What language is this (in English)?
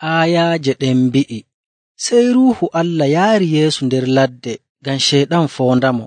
Nigerian Fulfulde